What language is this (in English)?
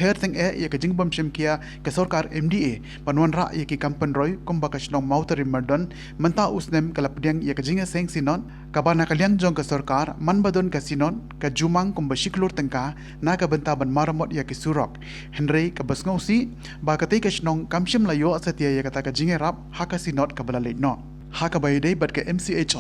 Khasi